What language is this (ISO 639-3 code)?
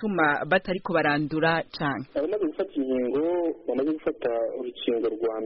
kin